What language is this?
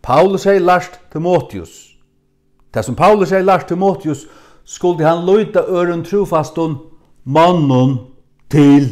Faroese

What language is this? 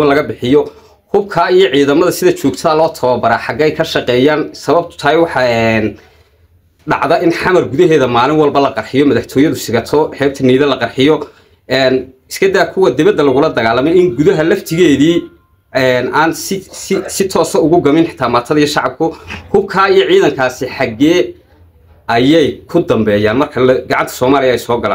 Somali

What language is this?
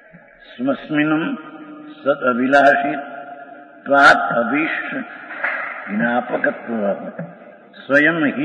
Gujarati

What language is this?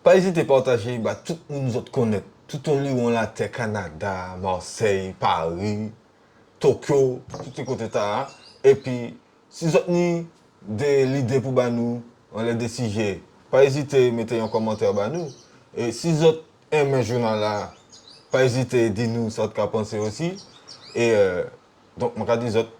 Guadeloupean Creole French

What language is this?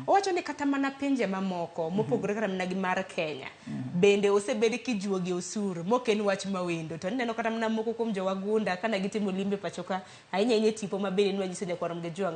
Luo (Kenya and Tanzania)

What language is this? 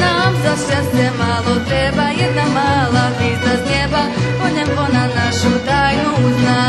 Rusyn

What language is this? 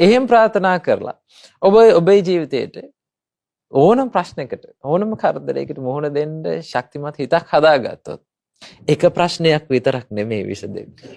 Sinhala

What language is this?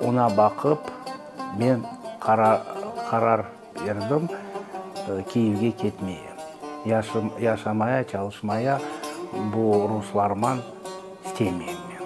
Crimean Tatar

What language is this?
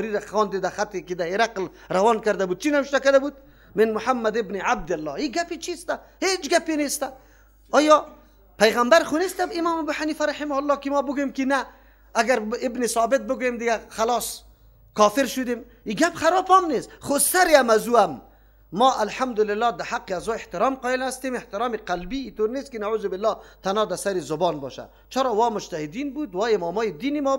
Persian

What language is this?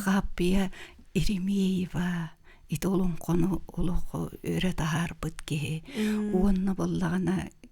Yakut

